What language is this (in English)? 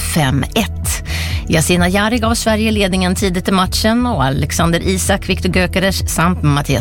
Swedish